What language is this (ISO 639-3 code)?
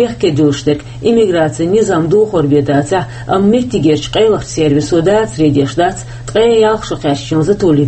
che